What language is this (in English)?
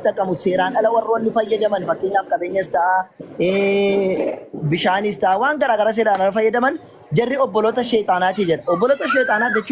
Oromo